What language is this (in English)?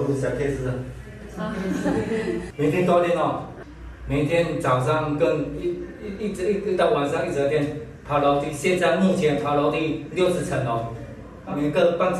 Chinese